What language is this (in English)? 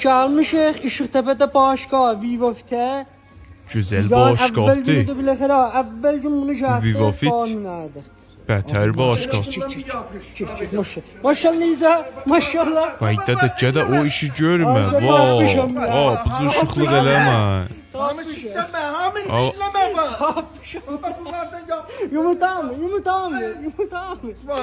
South Azerbaijani